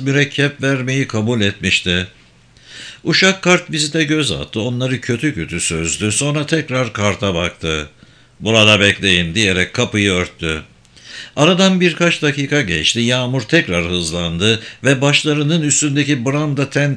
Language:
Turkish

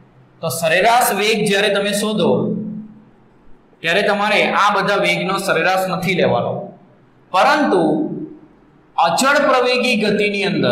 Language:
Gujarati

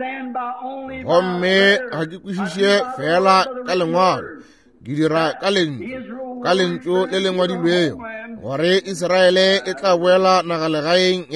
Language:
Northern Sotho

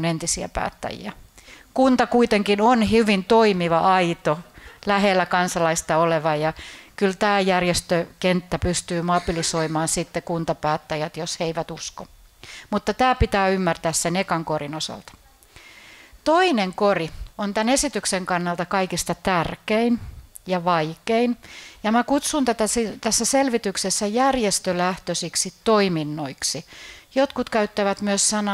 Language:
Finnish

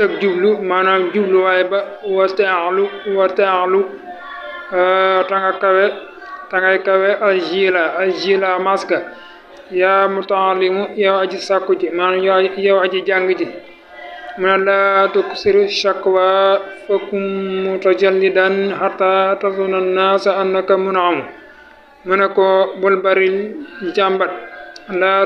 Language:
Wolof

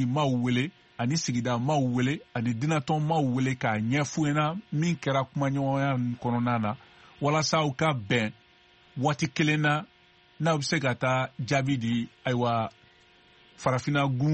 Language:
Bambara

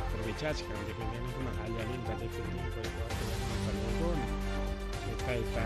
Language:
Ayacucho Quechua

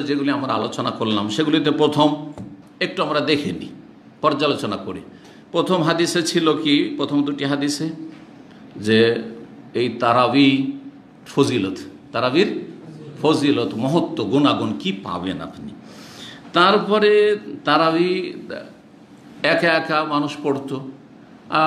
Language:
Bangla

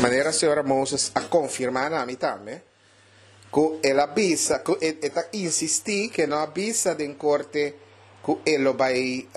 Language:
Papiamento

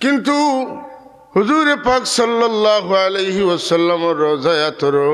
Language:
Sylheti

